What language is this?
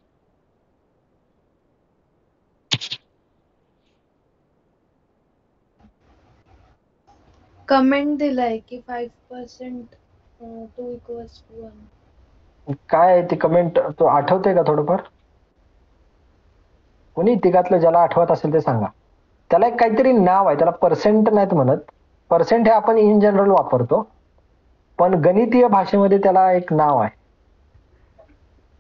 Marathi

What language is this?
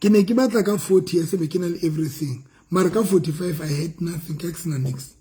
Southern Sotho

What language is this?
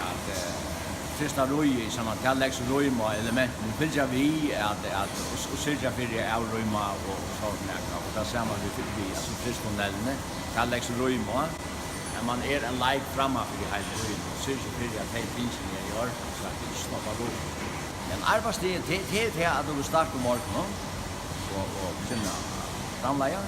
Faroese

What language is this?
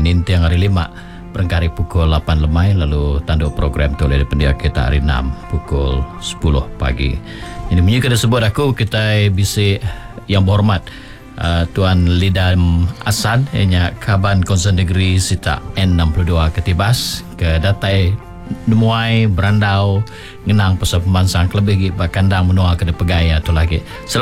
Iban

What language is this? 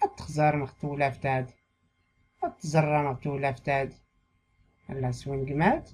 Tachelhit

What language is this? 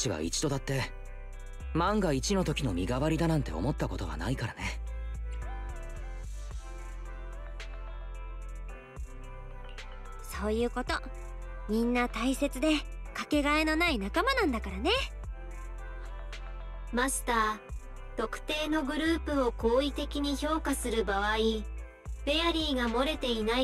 Japanese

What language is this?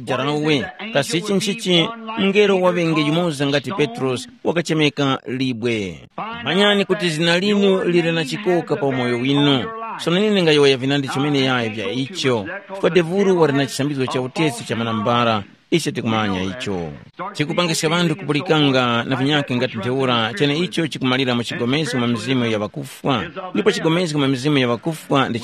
Tumbuka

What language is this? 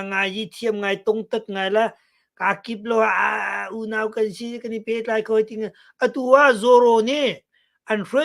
Hakha Chin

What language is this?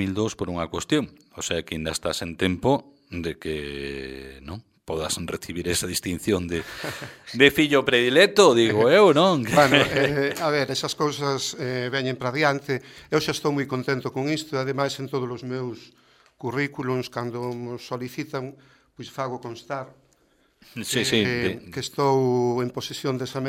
Galician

